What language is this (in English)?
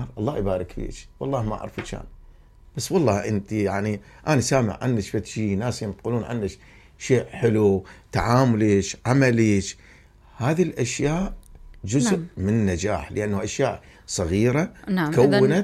Mesopotamian Arabic